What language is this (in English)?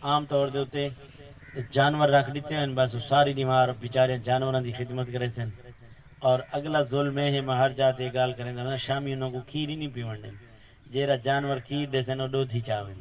Saraiki